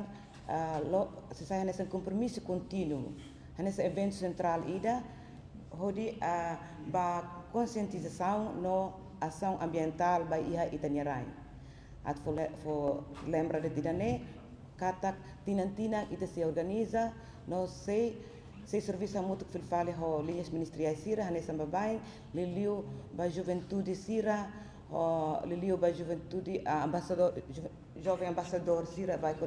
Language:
Tetum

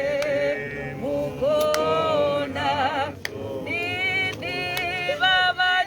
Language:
Venda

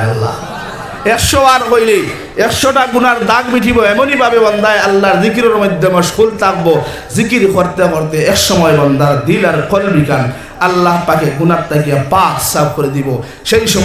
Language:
Sylheti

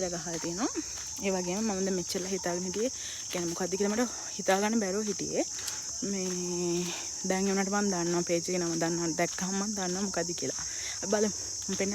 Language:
Sinhala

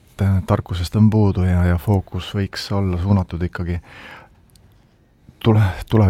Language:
Estonian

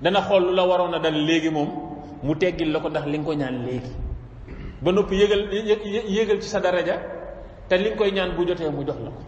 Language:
Wolof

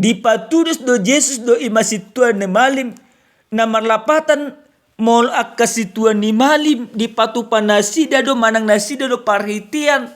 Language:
Batak Toba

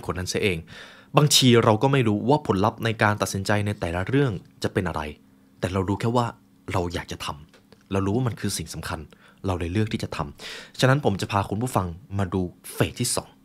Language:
Thai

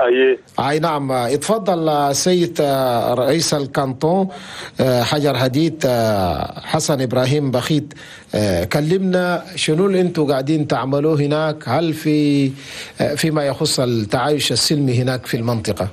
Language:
Chadian Arabic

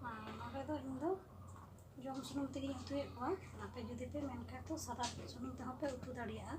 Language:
Santali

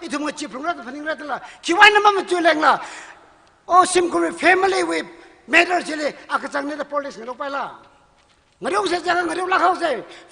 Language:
Tangkhul Naga (India)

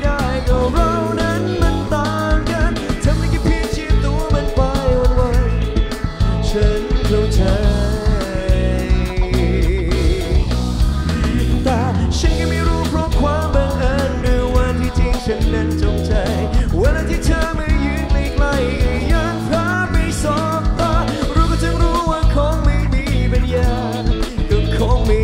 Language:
Thai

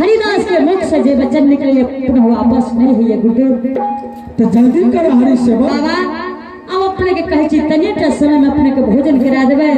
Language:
Angika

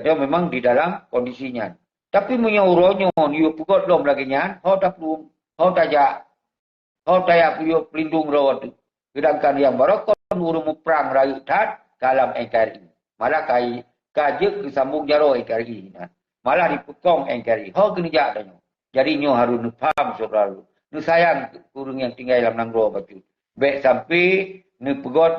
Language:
Achinese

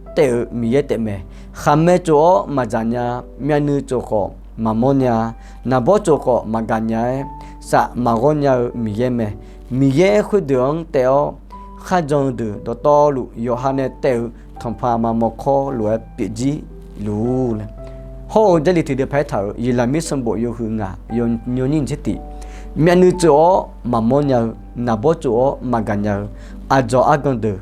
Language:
Akha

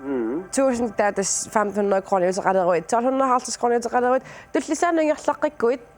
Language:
Kalaallisut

